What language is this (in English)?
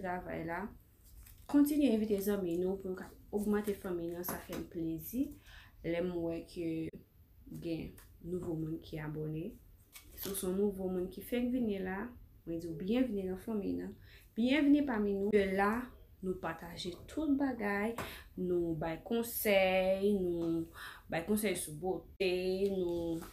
Haitian Creole